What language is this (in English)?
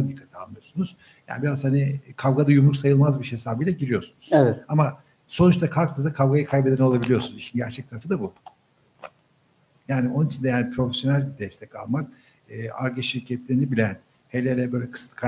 Turkish